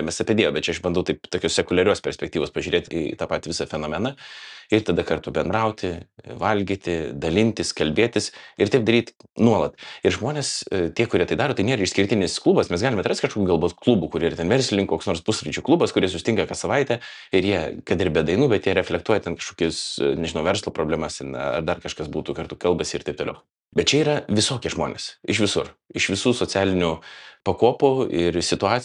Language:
Lithuanian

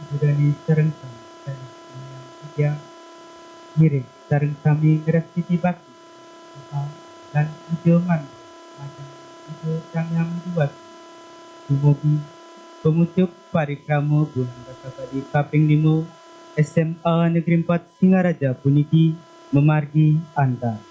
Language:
Balinese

